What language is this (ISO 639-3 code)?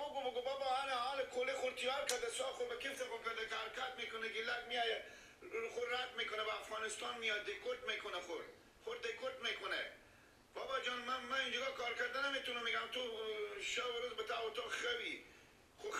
fas